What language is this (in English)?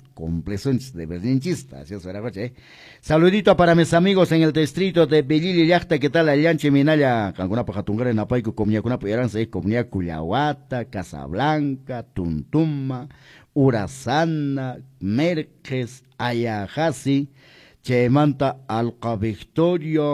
Quechua